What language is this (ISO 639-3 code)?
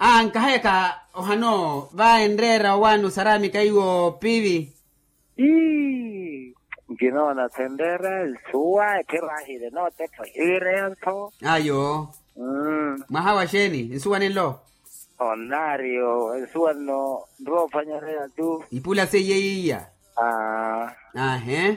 vmw